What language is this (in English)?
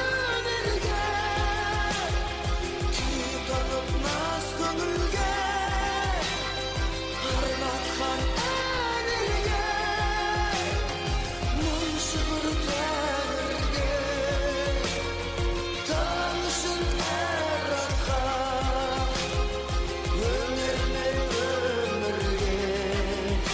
Kazakh